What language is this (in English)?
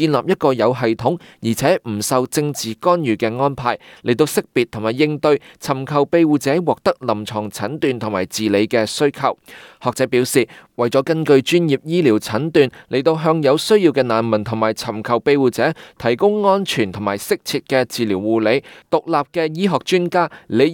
Cantonese